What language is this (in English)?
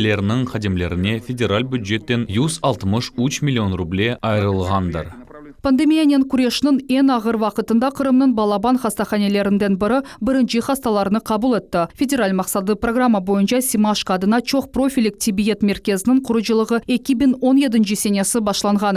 Crimean Tatar